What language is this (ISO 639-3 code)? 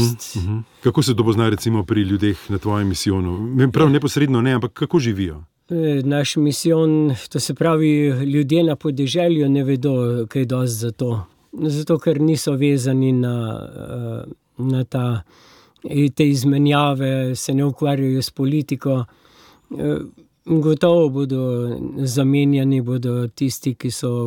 slv